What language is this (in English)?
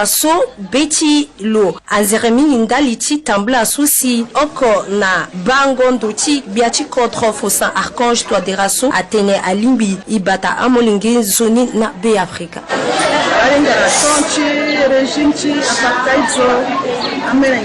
Sango